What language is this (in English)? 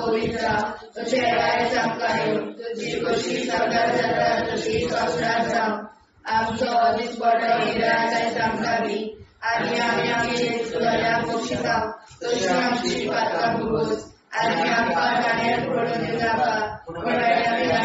Konkani